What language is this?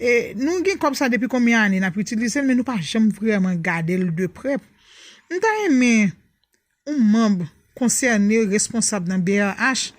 Haitian Creole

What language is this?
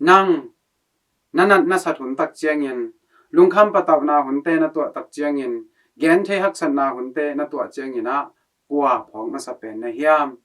Tedim Chin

